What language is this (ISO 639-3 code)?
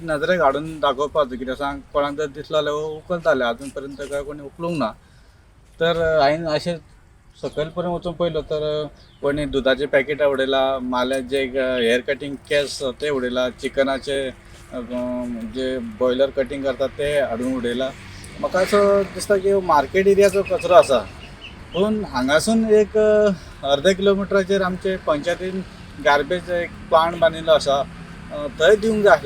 kok